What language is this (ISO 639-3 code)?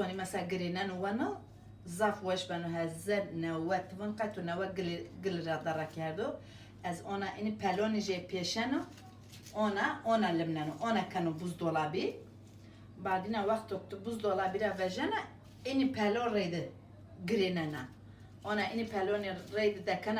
zza